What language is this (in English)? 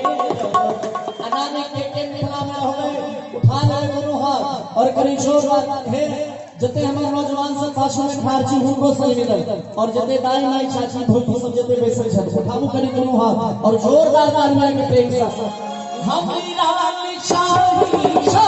Maithili